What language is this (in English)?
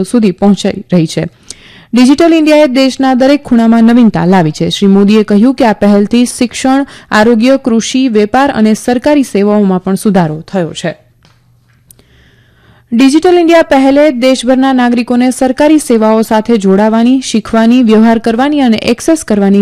Gujarati